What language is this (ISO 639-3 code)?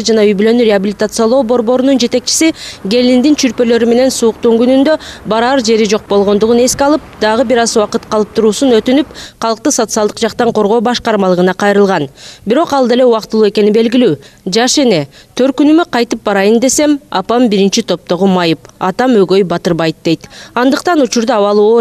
kir